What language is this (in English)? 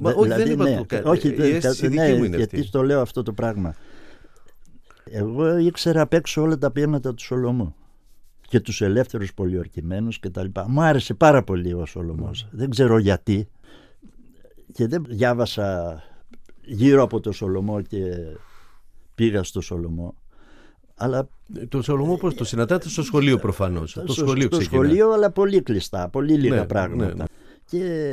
Greek